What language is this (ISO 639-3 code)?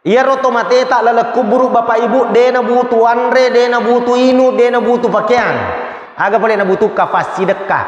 bug